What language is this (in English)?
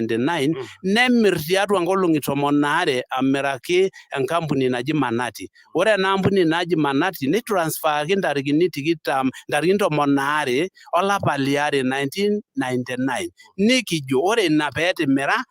Masai